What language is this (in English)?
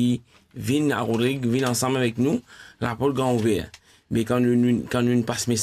Morisyen